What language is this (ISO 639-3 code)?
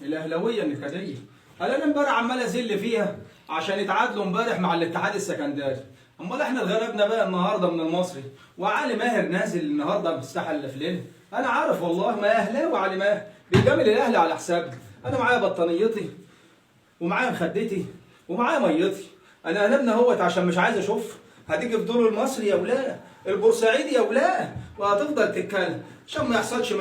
arz